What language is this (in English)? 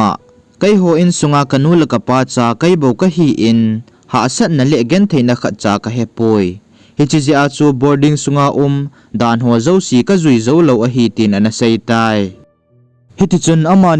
Thado Chin